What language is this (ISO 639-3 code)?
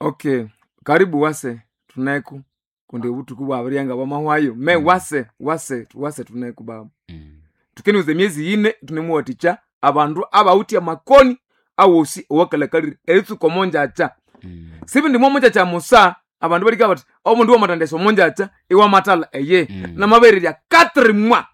nnb